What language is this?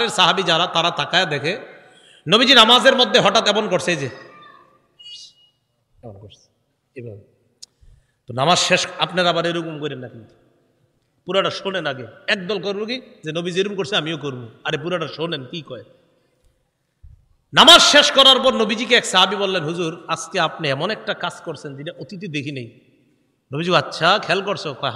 Bangla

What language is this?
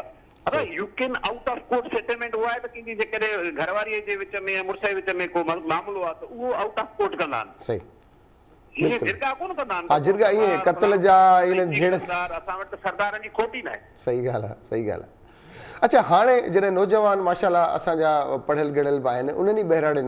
Sindhi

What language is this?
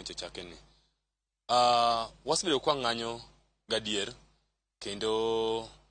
Luo (Kenya and Tanzania)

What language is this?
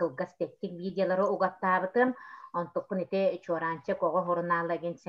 Yakut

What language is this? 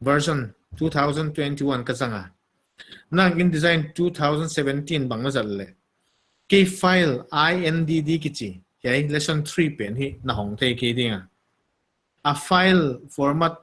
Paite Chin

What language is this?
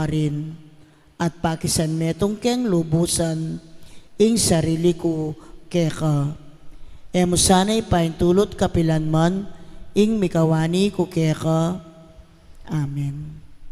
Pampanga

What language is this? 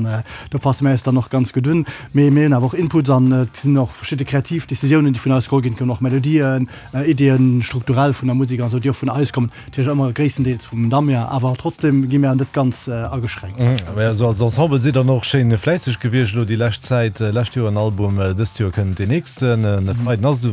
Luxembourgish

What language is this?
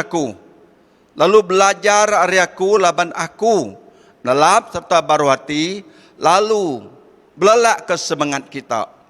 Iban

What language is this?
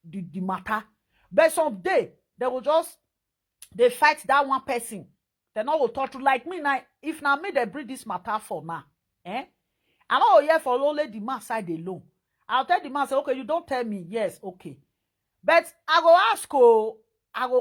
Nigerian Pidgin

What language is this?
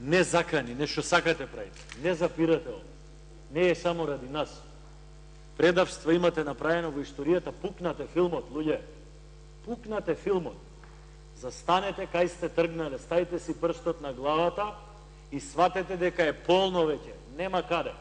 Macedonian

